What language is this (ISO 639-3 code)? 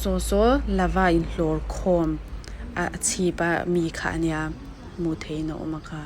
lus